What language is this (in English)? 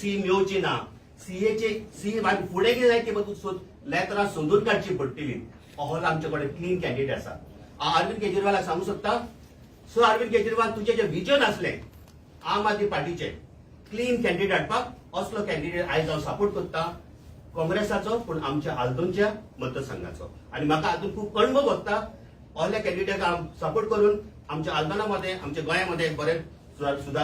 Konkani